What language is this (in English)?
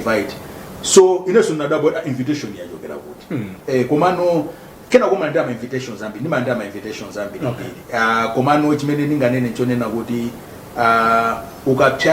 Nyanja